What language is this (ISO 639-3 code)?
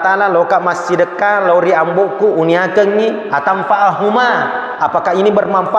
bug